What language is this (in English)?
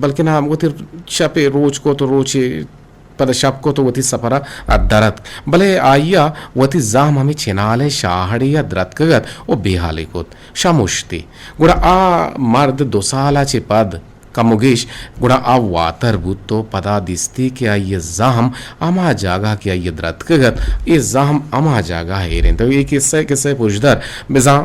Eastern Balochi